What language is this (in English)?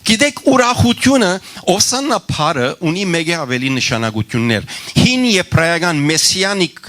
Western Armenian